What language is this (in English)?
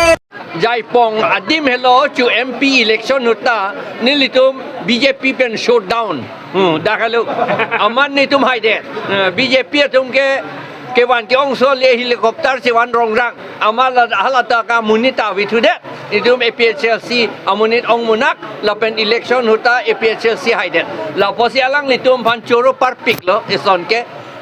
Karbi